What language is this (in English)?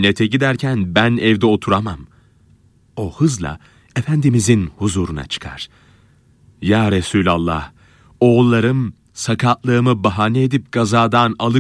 Turkish